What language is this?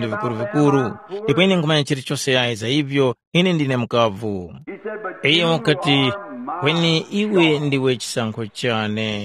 Tumbuka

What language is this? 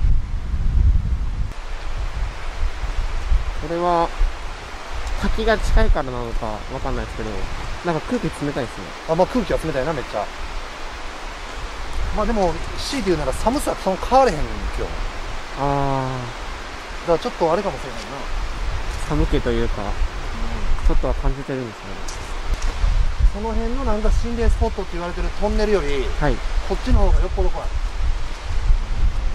Japanese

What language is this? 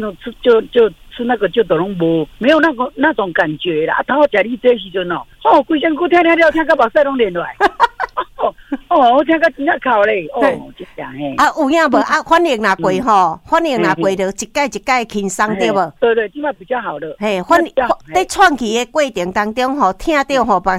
Min Nan Chinese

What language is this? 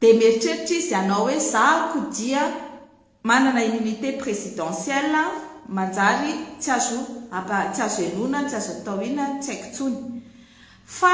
Malagasy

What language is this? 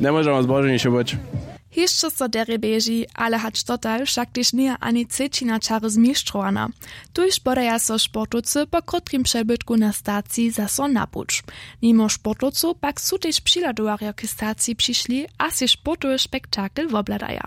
Upper Sorbian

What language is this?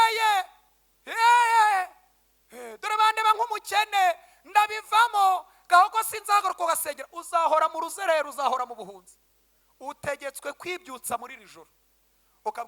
Kinyarwanda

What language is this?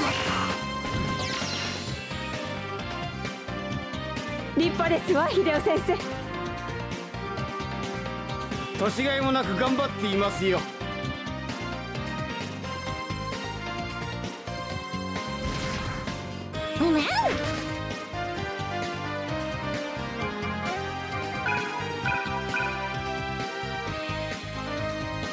Japanese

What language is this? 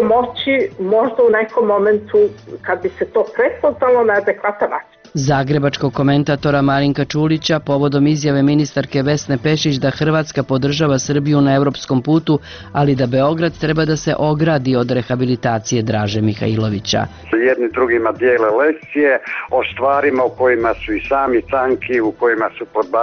Serbian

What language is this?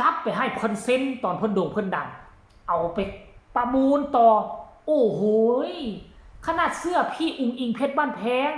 Northeastern Thai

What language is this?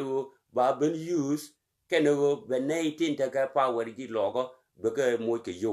Nuer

